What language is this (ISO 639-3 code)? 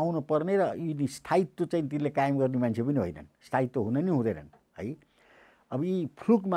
nep